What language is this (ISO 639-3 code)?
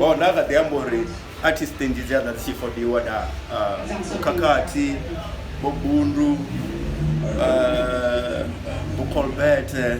ven